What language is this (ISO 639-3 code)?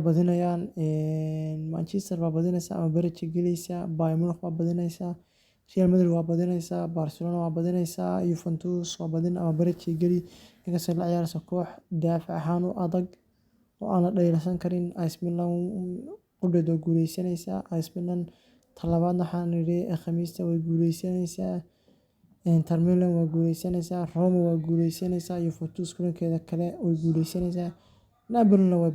som